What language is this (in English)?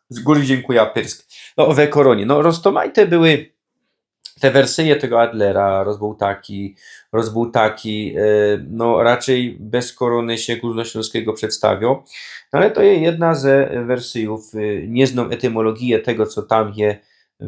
Silesian